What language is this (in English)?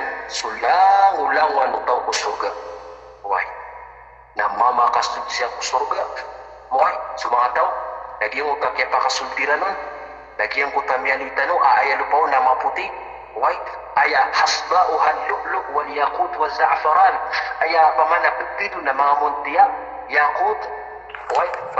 Maranao